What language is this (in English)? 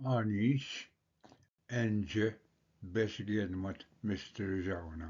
Ojibwa